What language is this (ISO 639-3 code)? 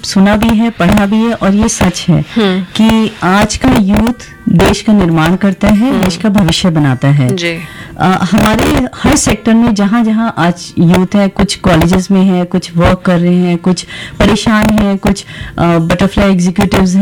hin